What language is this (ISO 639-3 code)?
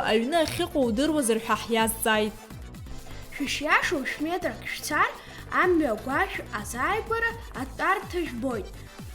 abk